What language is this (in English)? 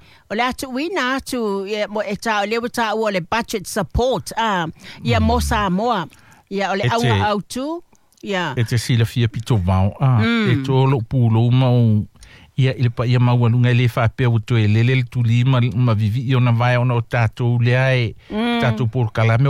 Samoan